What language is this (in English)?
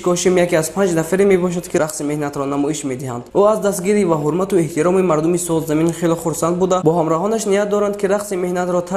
Tajik